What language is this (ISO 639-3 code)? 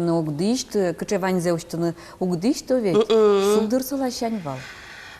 udm